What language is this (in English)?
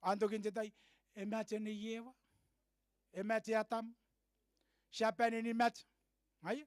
Gilbertese